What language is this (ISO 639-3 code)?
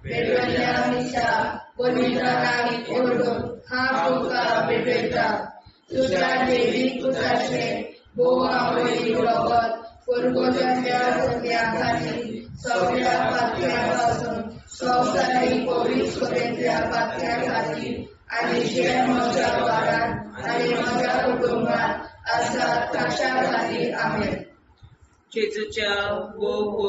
kok